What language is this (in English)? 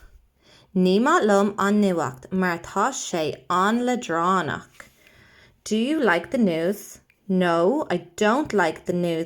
Irish